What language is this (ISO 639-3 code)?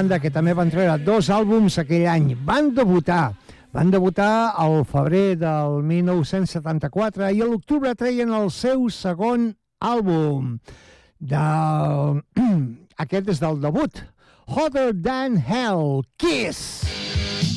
cat